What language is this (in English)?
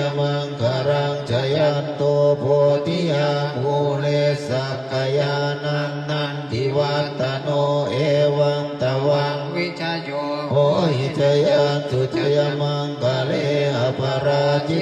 Pali